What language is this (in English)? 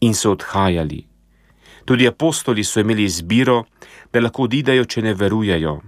Slovenian